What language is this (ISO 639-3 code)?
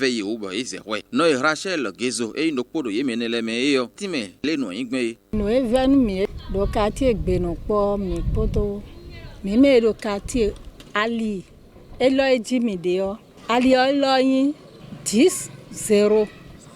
fon